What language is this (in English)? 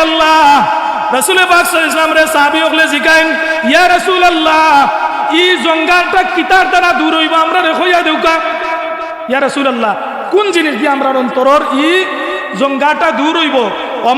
Sylheti